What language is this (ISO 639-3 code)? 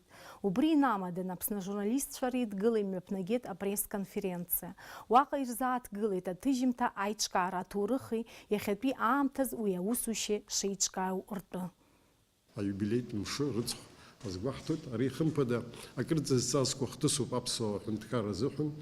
abk